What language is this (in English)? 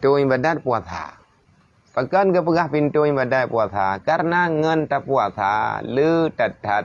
Achinese